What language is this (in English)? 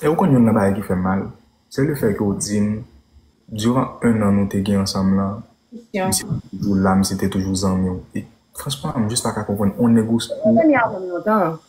Haitian Creole